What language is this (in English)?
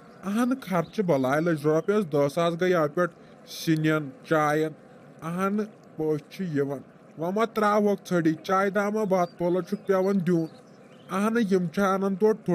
Kashmiri